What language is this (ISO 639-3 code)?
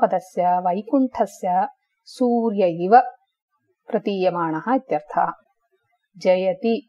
san